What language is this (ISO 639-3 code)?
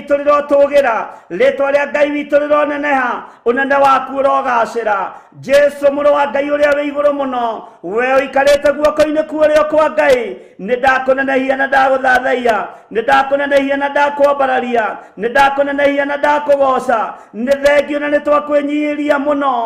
kik